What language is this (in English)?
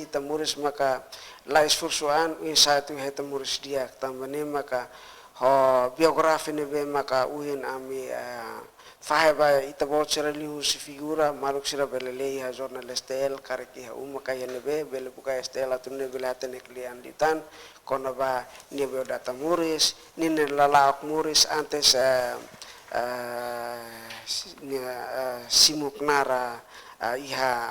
Tetum